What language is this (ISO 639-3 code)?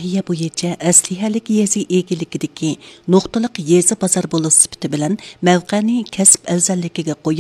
uig